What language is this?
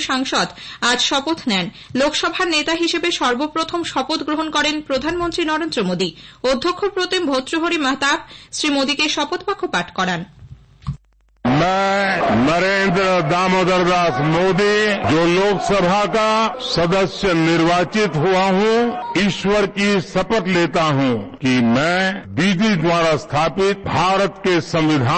Bangla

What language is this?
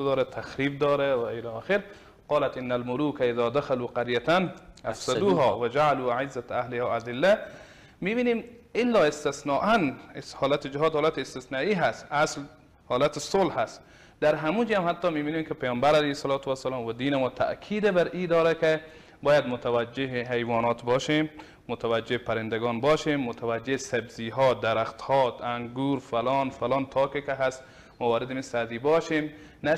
Persian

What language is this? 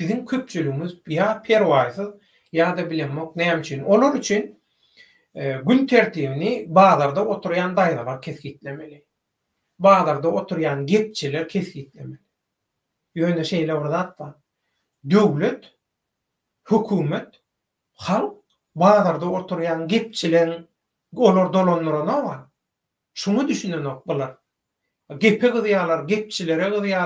Turkmen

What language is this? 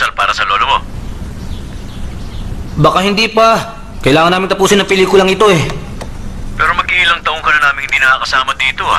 Filipino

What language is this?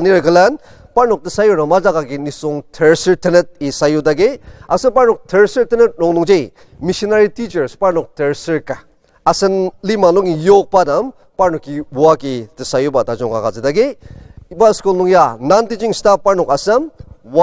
Ao Naga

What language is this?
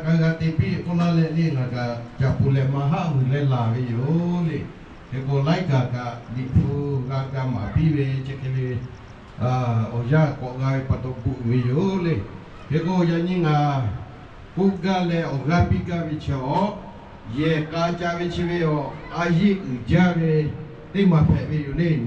Lahu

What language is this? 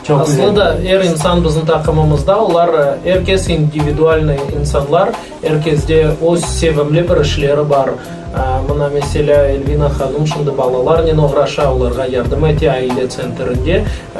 Crimean Tatar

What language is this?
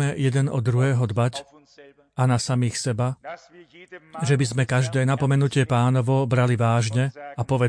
Slovak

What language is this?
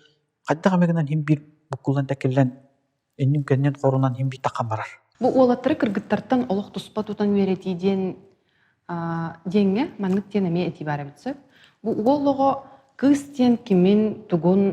Yakut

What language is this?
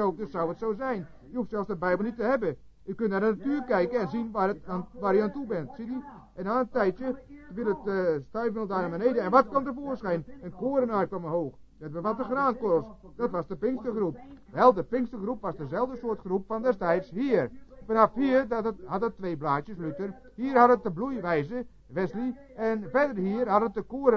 Dutch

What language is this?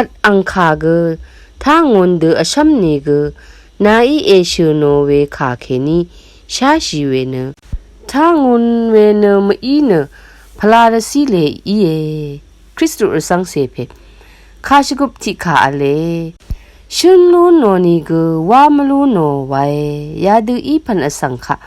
Rawang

